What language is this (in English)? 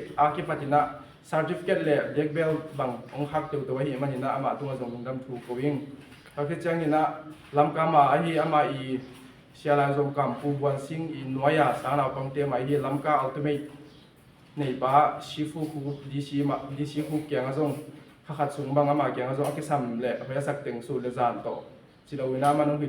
Tedim Chin